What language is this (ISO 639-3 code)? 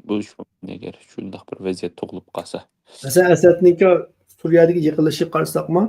uig